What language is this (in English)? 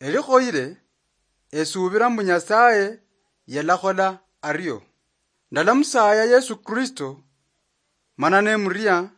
Luyia